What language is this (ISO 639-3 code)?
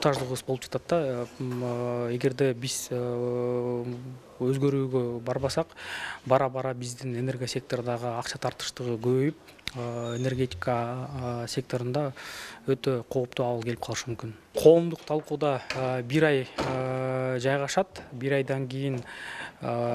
kir